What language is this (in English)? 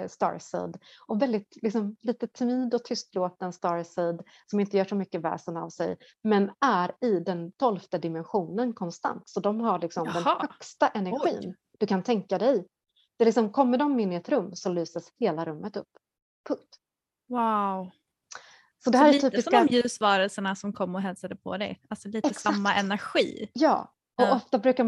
Swedish